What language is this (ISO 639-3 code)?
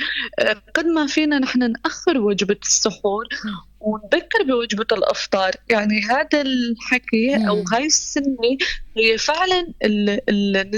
apc